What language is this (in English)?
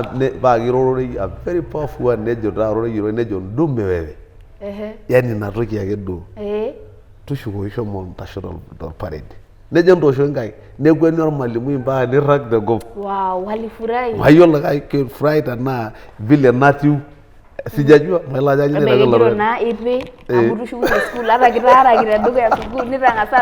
Masai